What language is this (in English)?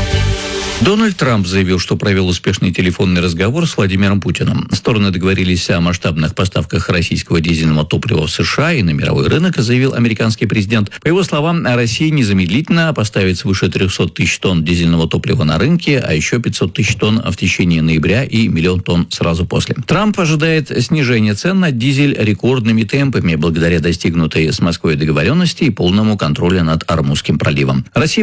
Russian